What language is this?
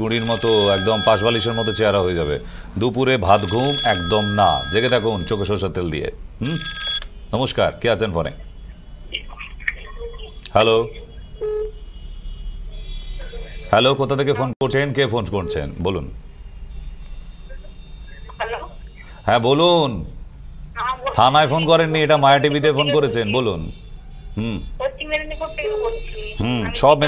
Bangla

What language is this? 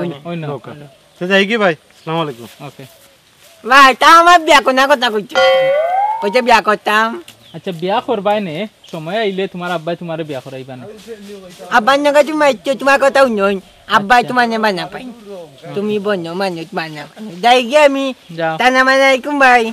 Sylheti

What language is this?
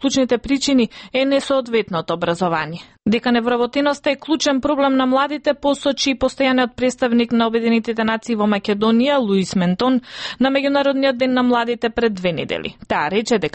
Macedonian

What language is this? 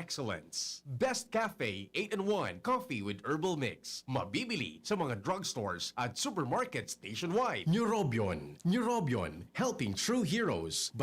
Bikol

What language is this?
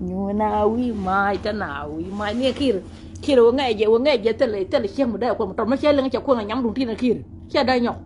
Nuer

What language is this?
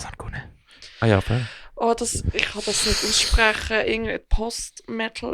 Swiss German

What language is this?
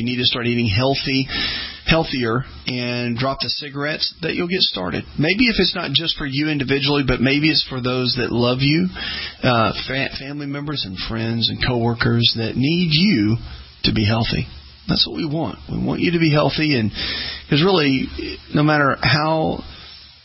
English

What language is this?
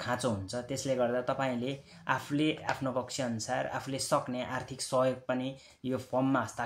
Nepali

